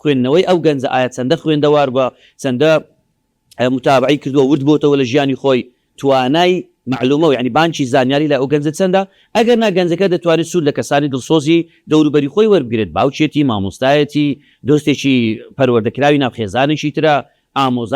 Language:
Central Kurdish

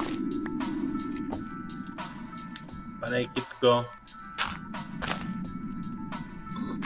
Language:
Czech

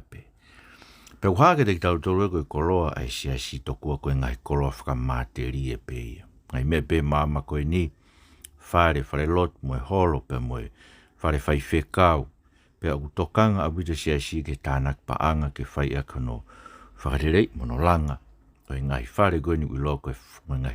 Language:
Tongan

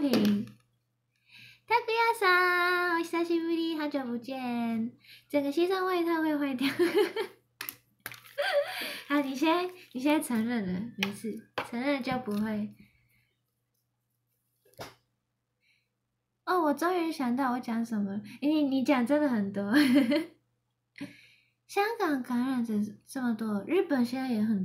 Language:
Chinese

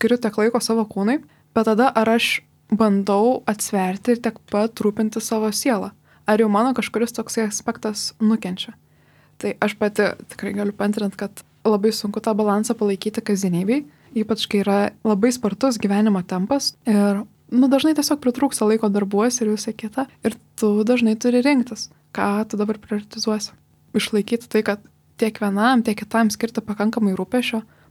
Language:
Lithuanian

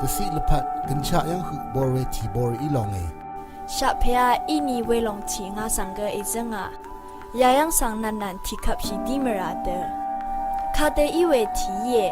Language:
Rawang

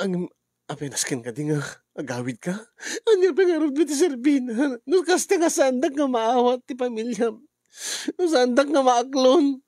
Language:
Iloko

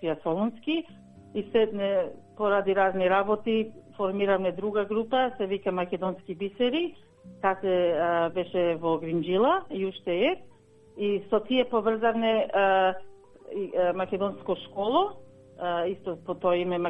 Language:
Macedonian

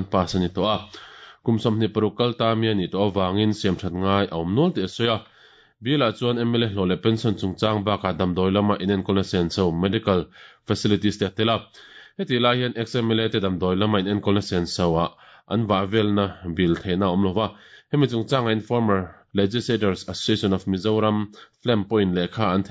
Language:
Mizo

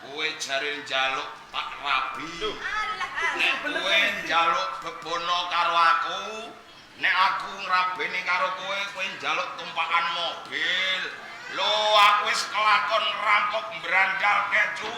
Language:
Javanese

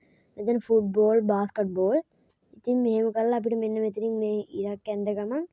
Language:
Sinhala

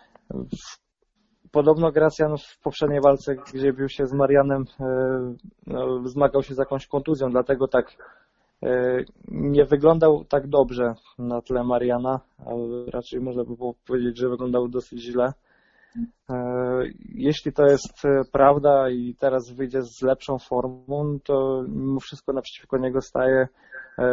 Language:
Polish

